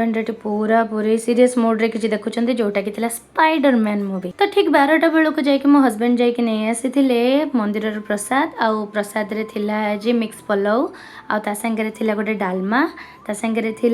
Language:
Odia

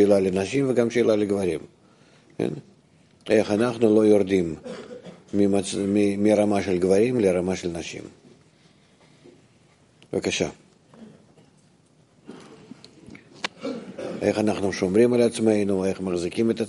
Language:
Hebrew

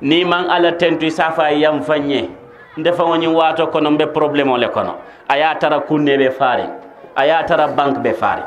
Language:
Mandingo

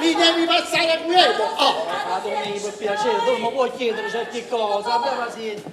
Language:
Neapolitan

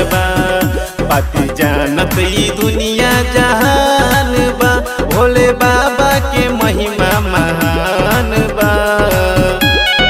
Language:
Bhojpuri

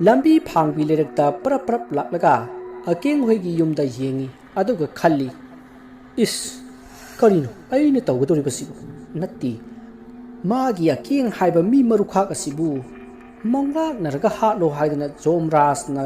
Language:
Manipuri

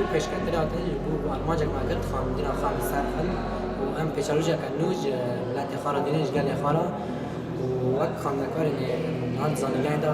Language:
Kurdish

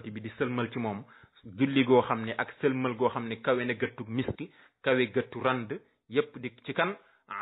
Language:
Wolof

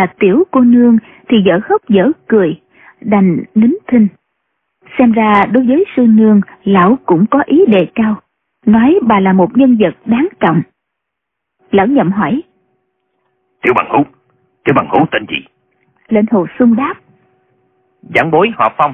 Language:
Vietnamese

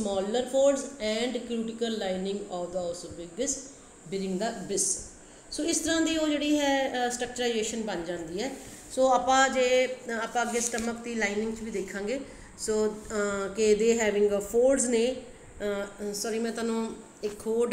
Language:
Punjabi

